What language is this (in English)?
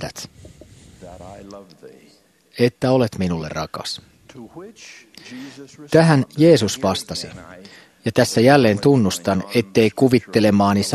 Finnish